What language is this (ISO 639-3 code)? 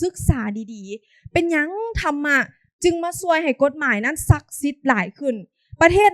lao